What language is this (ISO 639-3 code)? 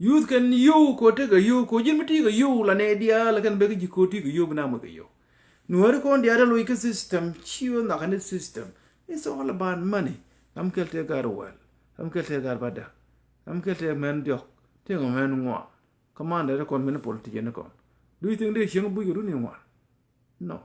nus